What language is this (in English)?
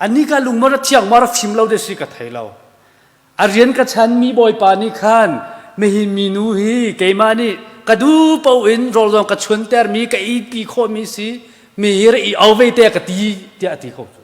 Hakha Chin